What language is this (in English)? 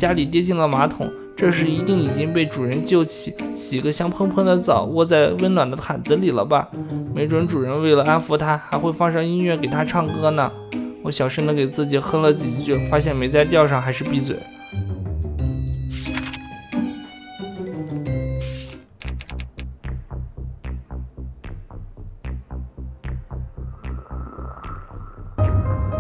Chinese